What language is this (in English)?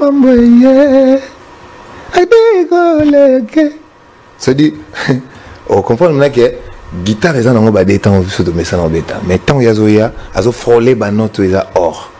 Lingala